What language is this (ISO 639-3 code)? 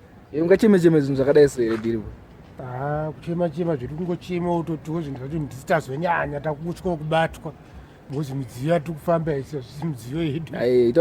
sna